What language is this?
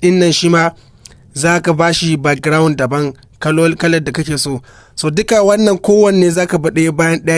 Hausa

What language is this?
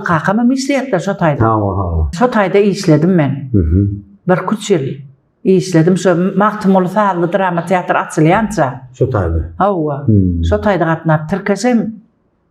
Turkmen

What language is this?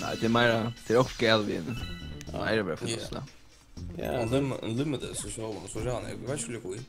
Faroese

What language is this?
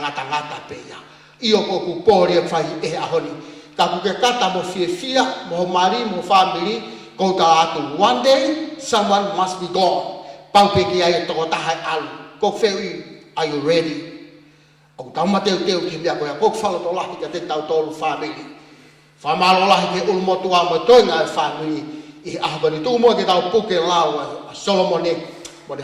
Tongan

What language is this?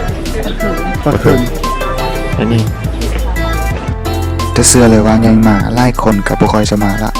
Lao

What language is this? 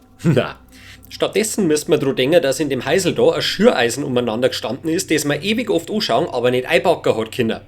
Bavarian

